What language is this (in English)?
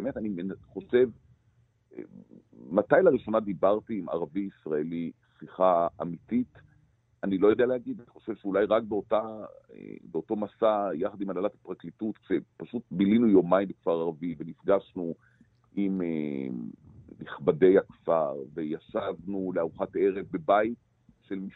Hebrew